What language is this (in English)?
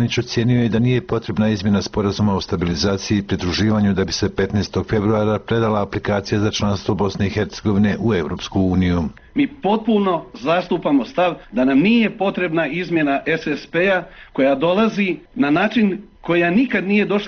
Bosnian